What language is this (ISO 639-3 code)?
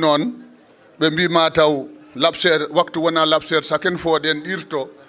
ful